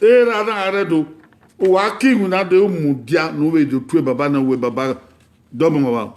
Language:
Bini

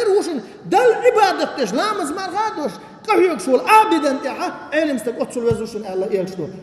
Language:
Chechen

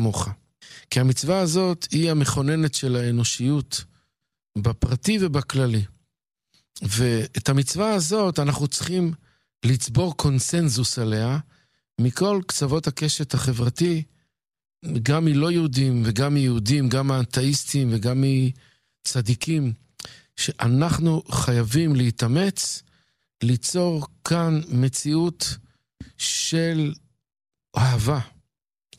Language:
Hebrew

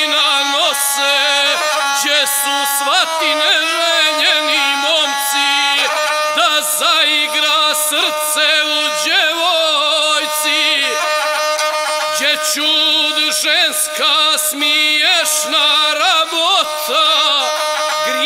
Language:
Bosnian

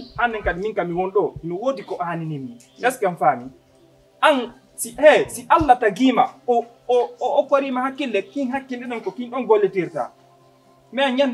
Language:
Fula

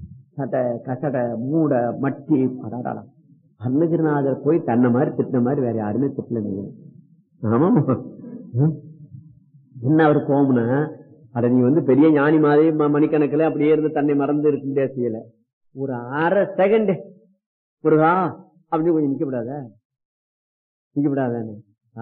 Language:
Tamil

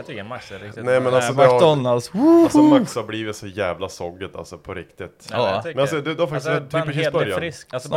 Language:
Swedish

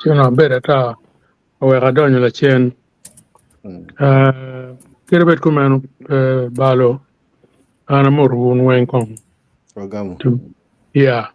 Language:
Acoli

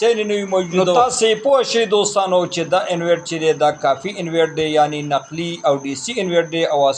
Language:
Pashto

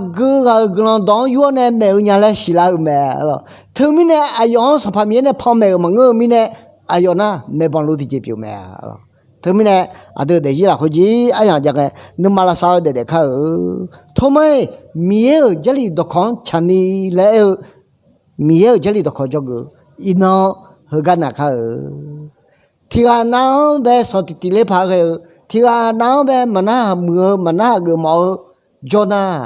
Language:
Akha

